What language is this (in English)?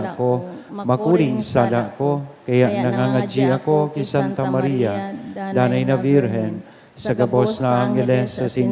Bikol